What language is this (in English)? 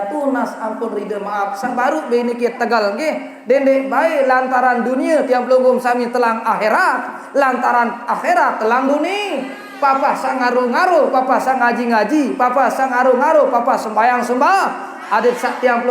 Sasak